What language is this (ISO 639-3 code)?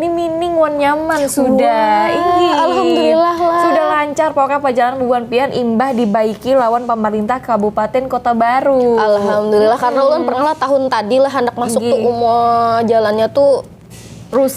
bjn